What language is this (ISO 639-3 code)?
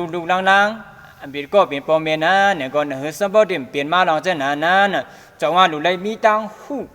shn